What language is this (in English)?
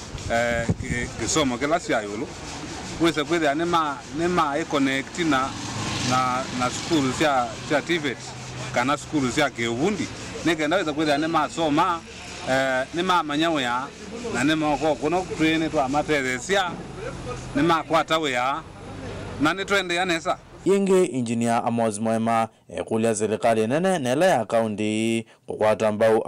Kamba